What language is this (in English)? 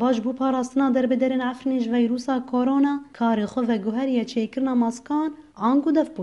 Kurdish